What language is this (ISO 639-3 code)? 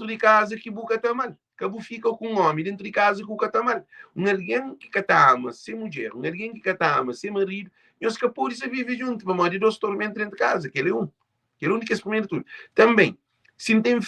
kea